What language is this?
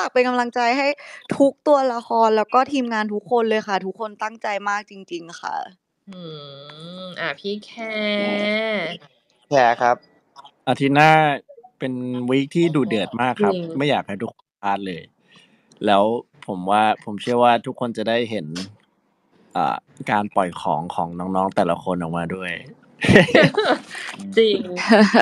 Thai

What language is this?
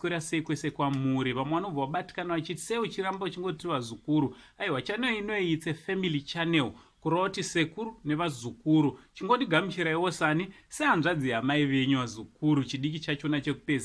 Shona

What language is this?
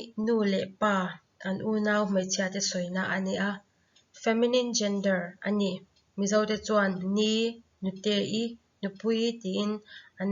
Mizo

